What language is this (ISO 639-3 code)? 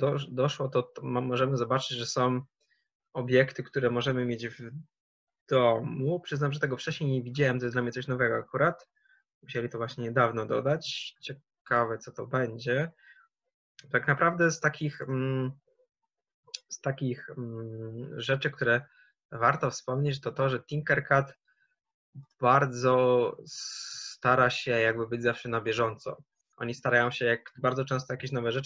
pol